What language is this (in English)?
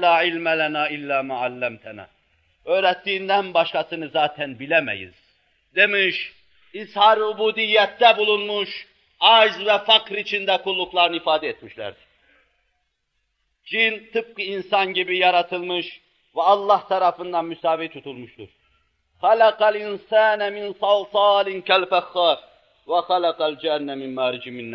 Turkish